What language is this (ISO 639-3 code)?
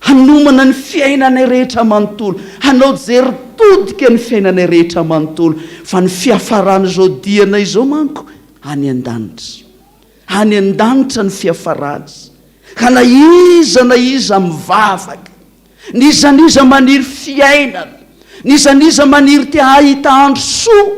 mlg